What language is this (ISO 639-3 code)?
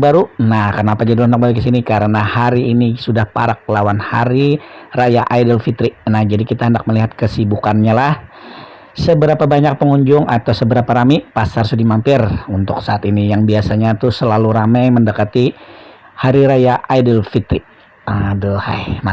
bjn